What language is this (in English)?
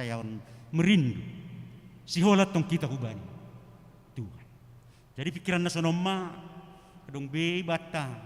Batak Simalungun